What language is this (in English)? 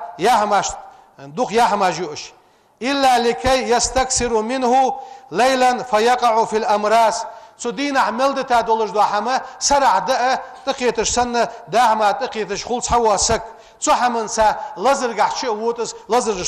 Ingush